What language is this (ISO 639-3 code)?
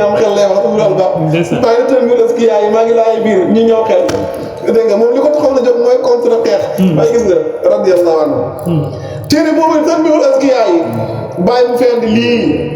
wol